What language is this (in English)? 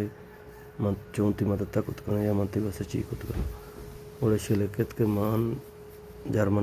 Baluchi